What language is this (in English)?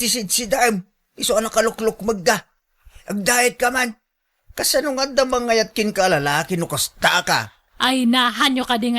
Iloko